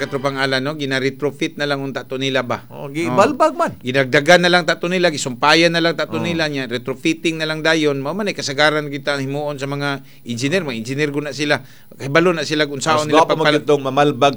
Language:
Cebuano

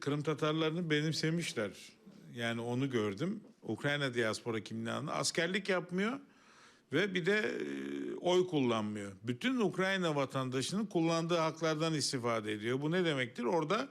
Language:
Crimean Tatar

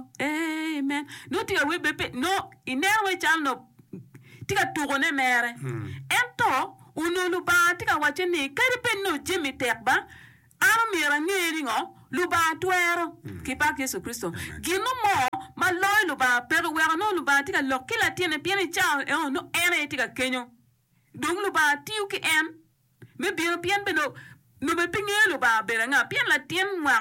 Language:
Acoli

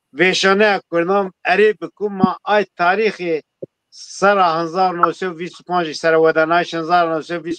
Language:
Zaza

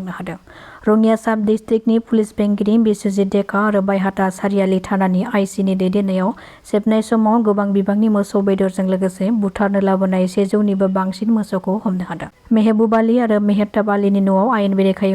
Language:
Bodo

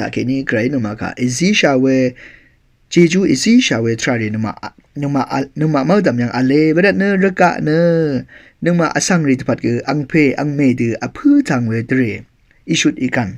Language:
Rawang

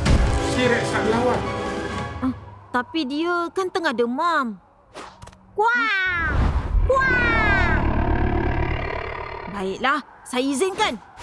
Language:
Malay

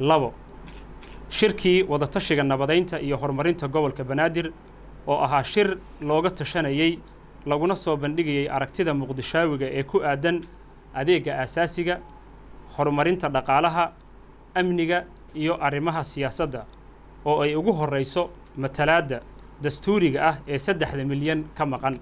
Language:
Somali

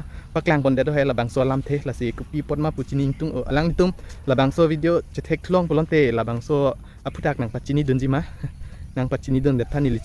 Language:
Karbi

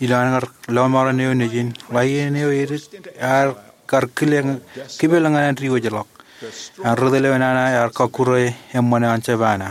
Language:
Marshallese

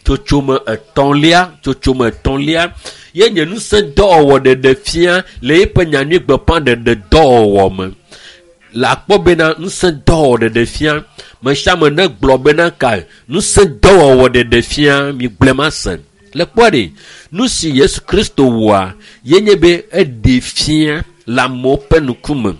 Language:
Ewe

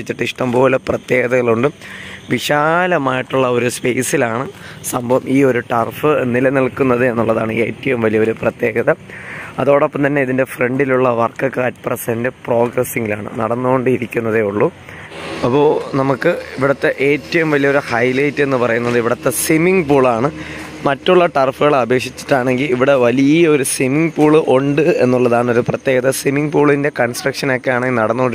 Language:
Malayalam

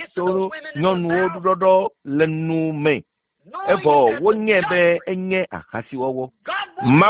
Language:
Ewe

